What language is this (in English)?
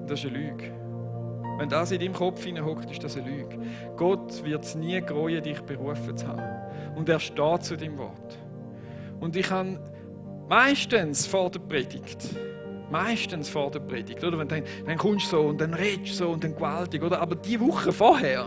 Swiss German